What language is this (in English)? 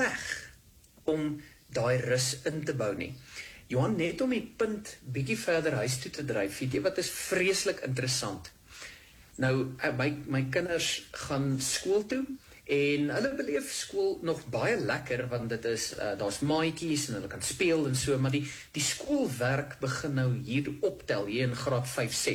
Afrikaans